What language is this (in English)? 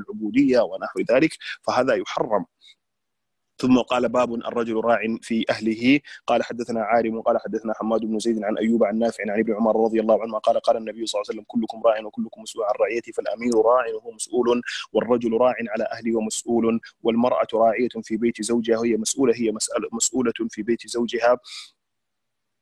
Arabic